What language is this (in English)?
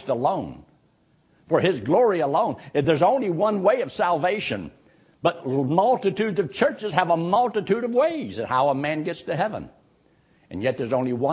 English